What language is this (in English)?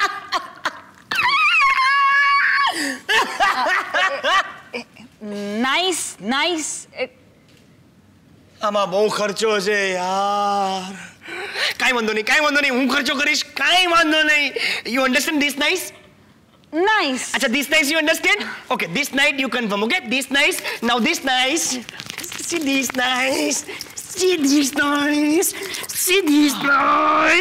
Gujarati